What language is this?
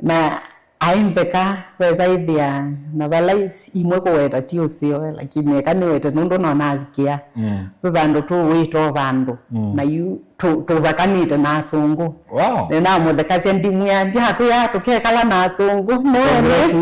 Kamba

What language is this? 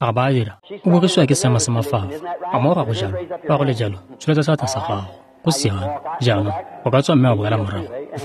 Tswana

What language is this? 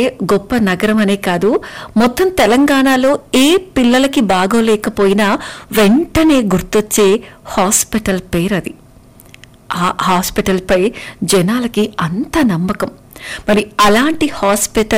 Telugu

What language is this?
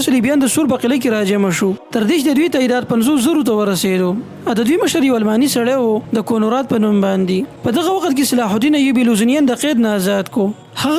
Pashto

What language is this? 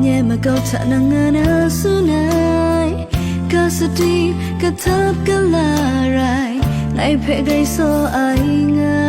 Kachin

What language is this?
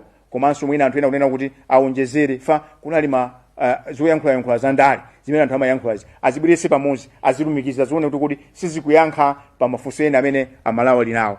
Nyanja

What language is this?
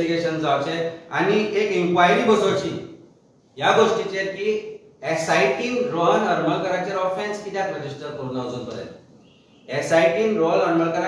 Konkani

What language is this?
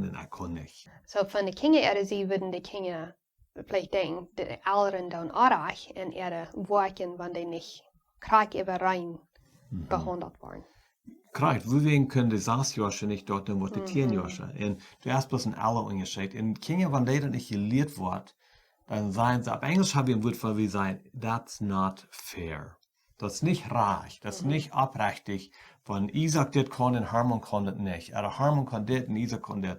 Plautdietsch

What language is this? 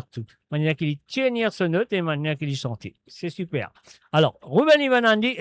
Morisyen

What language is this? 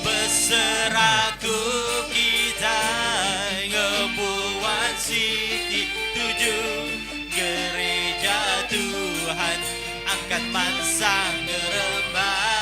Iban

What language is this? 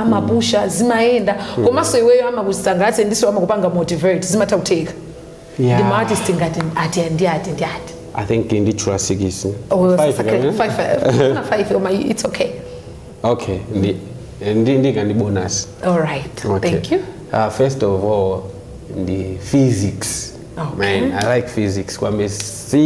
Nyanja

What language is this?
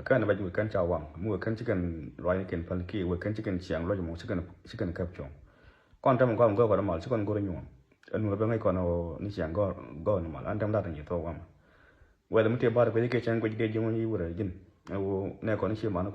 Nuer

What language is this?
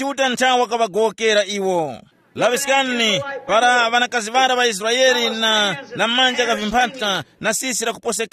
Tumbuka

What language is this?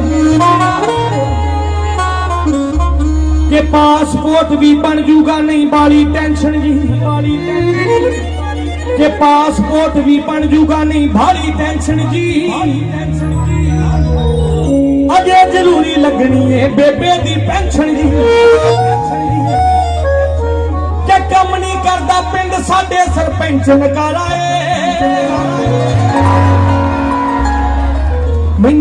Punjabi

